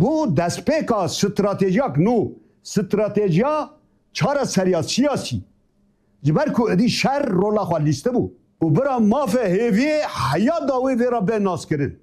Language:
Kurdish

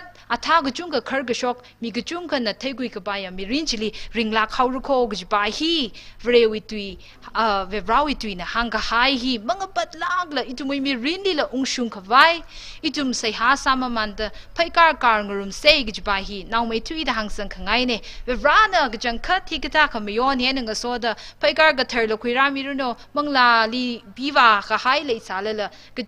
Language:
Tangkhul Naga (India)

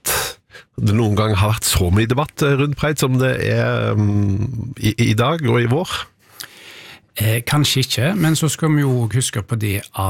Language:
Norwegian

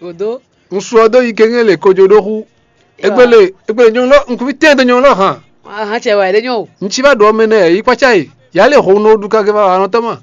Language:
Fon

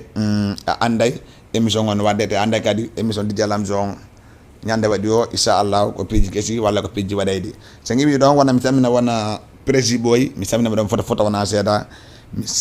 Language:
Fula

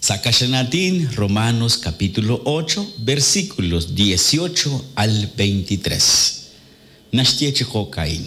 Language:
Kekchí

